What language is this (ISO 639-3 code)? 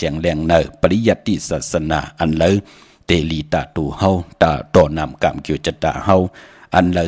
shn